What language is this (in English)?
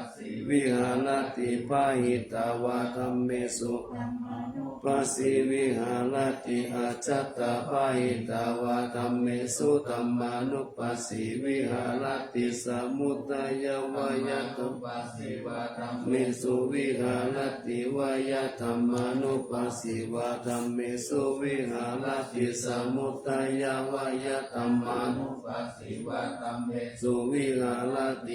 Pali